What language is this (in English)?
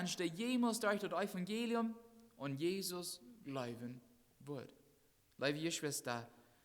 Plautdietsch